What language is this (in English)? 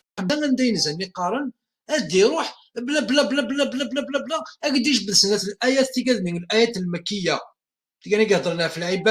Kabyle